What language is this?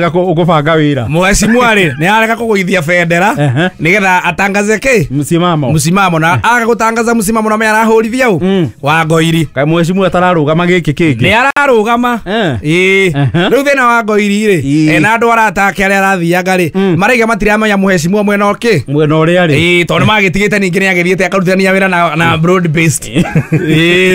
Kikuyu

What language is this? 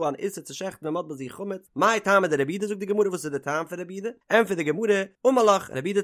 Yiddish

